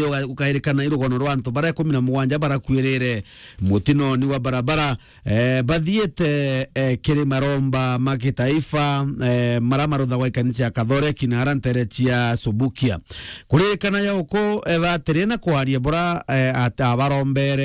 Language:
Meru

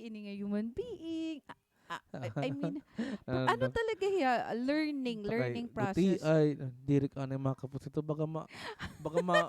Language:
Waray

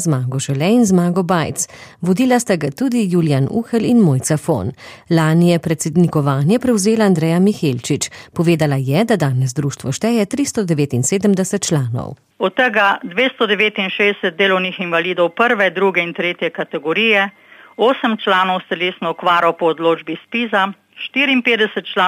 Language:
Slovenian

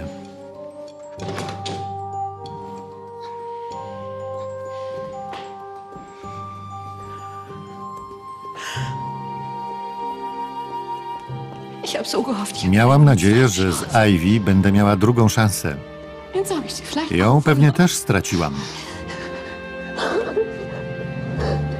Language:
Polish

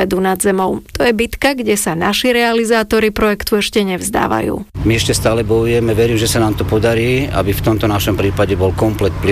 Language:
Slovak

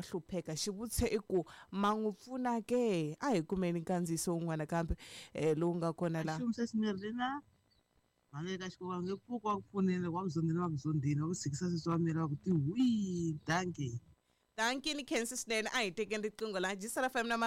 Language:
Tsonga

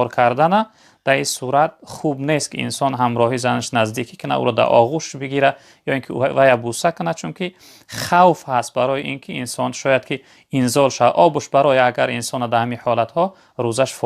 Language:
Tajik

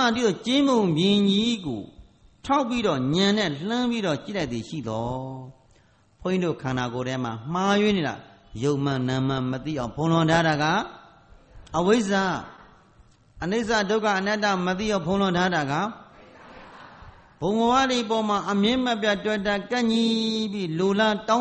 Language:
Burmese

